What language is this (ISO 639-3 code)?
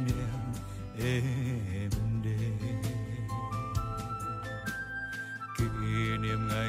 vie